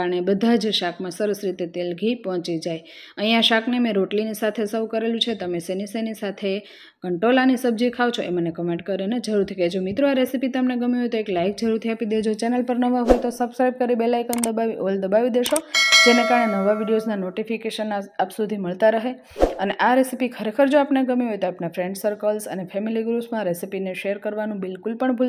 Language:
Gujarati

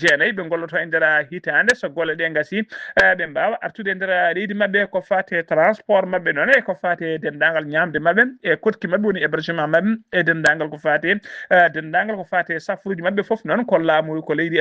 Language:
Fula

